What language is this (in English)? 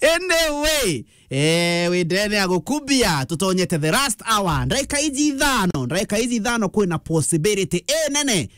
Meru